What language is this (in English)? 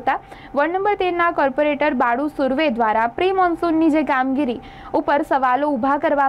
Gujarati